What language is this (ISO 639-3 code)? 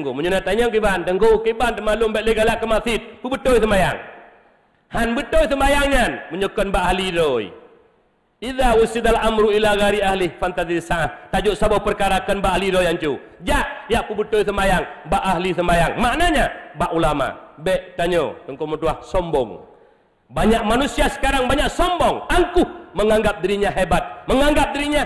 ace